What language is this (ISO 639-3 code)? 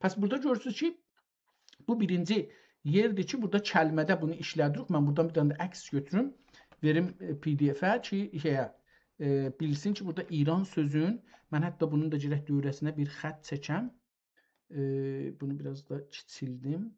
azb